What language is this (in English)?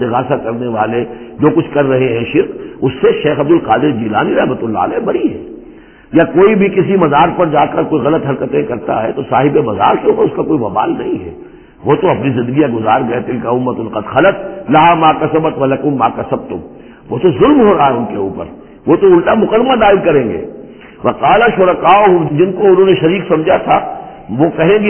Urdu